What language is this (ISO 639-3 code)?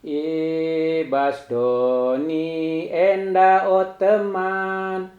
btx